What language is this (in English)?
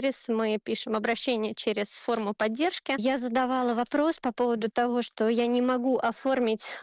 Russian